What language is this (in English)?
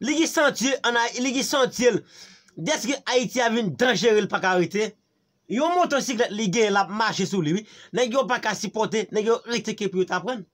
Haitian Creole